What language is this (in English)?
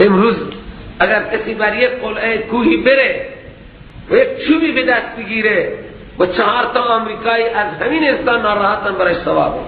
Persian